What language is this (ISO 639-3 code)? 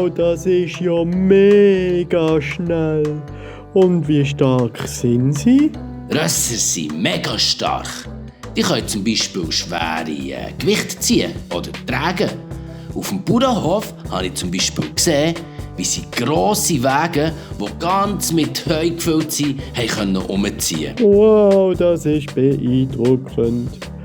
gsw